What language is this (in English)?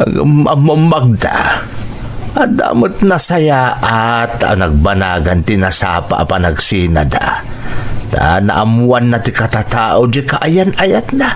Iloko